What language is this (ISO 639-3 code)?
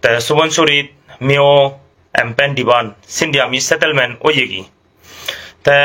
ccp